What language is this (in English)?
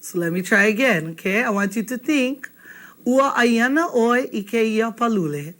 Hawaiian